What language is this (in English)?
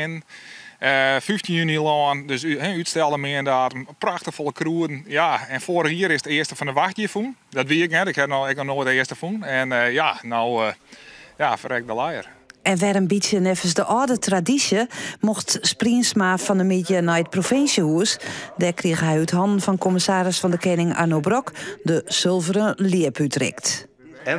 Western Frisian